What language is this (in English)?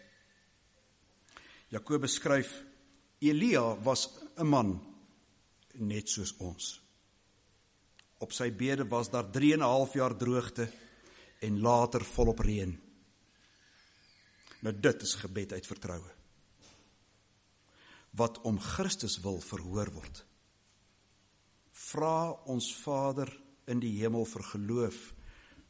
Afrikaans